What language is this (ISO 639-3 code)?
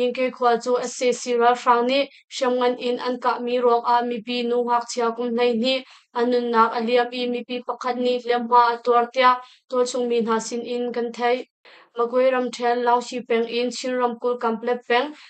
cnh